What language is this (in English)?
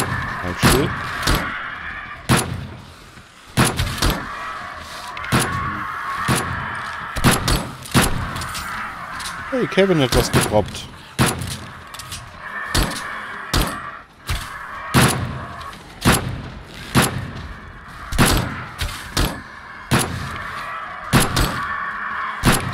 German